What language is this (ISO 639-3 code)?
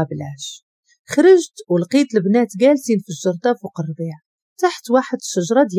ary